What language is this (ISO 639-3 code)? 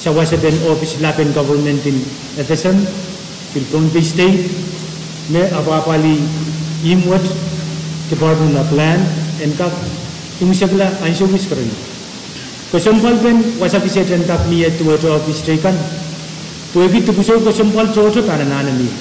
pon